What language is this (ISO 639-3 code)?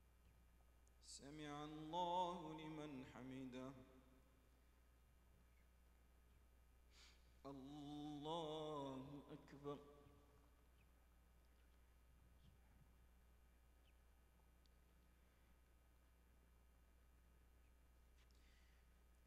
ara